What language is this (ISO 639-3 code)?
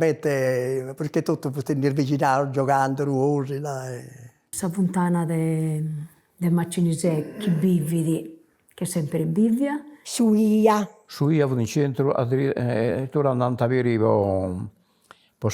srd